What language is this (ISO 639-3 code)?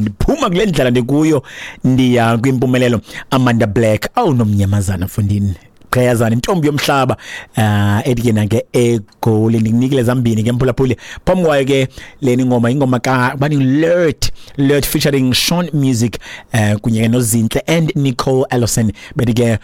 xho